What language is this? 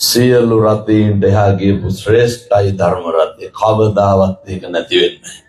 Sinhala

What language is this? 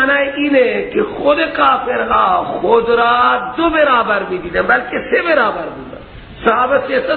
Persian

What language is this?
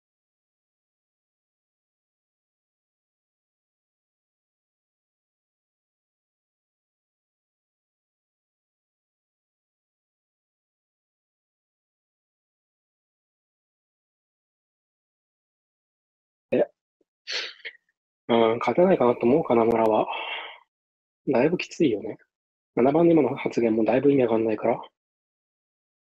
Japanese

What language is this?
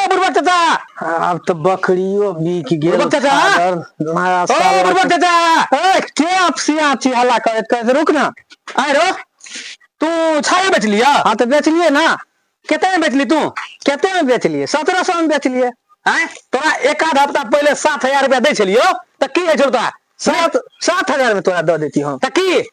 Maithili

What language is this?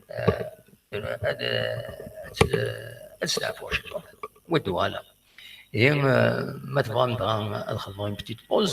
Kabyle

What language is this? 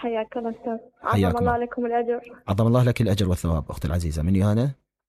Mesopotamian Arabic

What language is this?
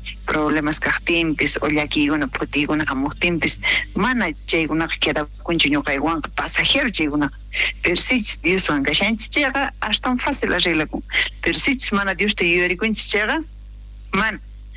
South Bolivian Quechua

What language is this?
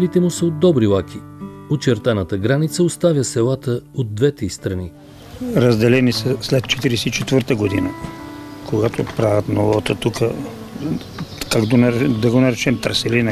Bulgarian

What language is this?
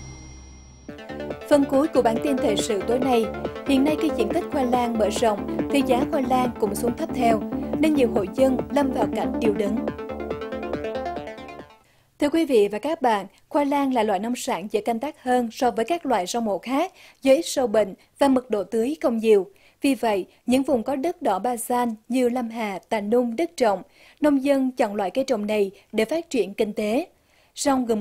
Vietnamese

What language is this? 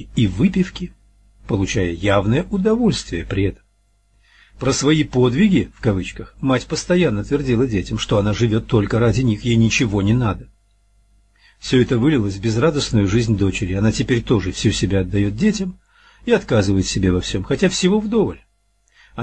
Russian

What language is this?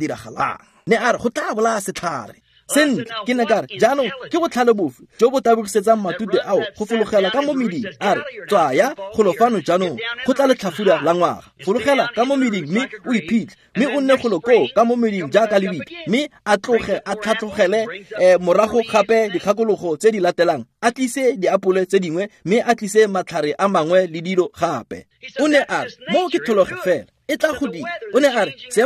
Tswana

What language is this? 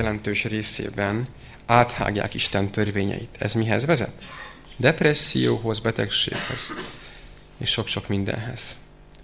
Hungarian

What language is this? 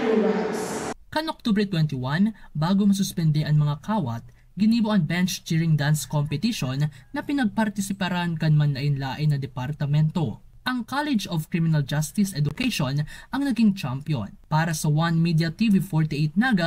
Bikol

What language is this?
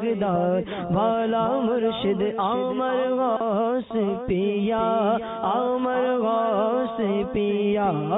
Bangla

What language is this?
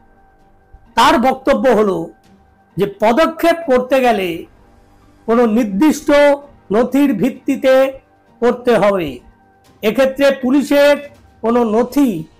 Bangla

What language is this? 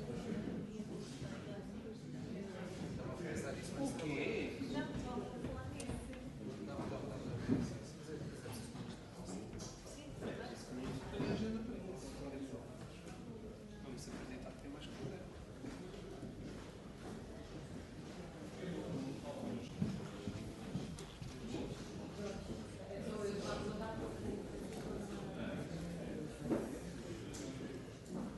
Portuguese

